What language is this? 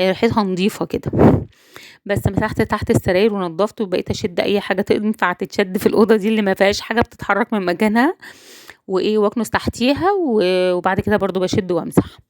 Egyptian Arabic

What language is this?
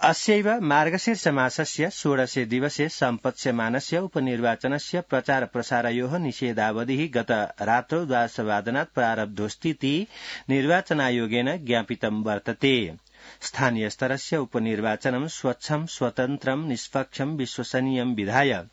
Sanskrit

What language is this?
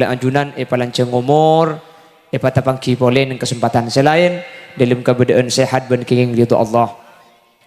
Madurese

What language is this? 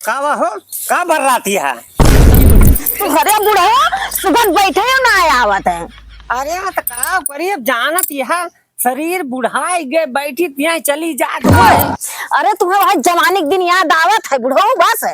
Awadhi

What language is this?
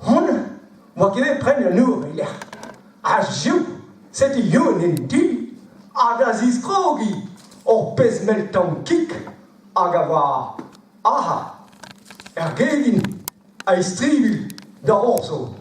Breton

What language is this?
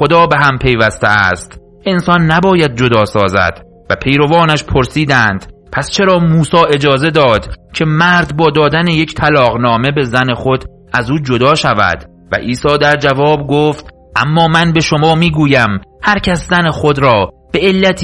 Persian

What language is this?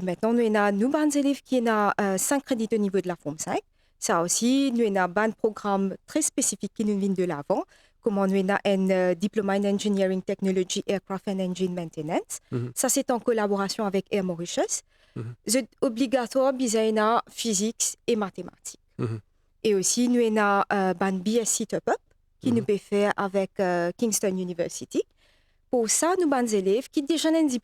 Morisyen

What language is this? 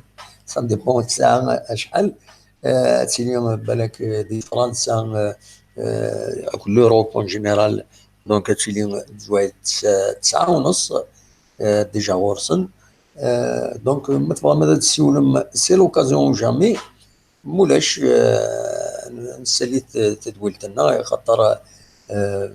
Kabyle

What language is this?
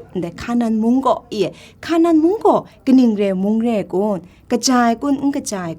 Kachin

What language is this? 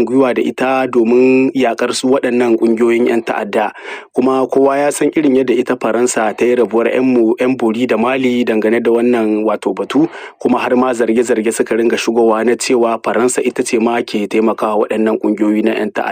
Hausa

